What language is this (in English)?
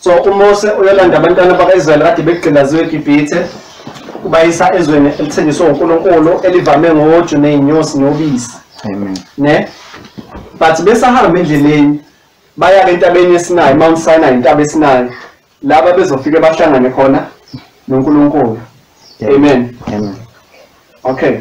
Zulu